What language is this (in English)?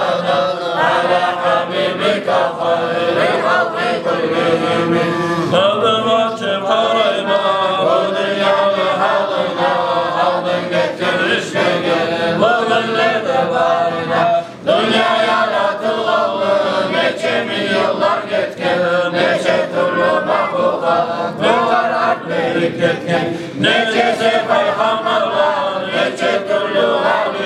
Kumyk